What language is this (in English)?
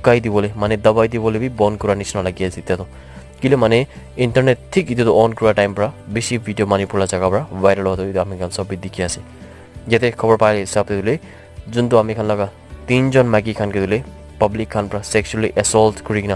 Naga Pidgin